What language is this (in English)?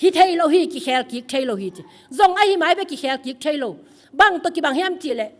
Tedim Chin